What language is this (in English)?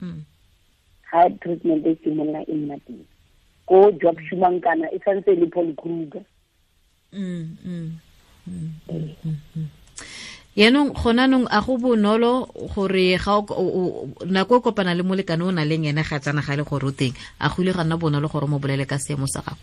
Tswana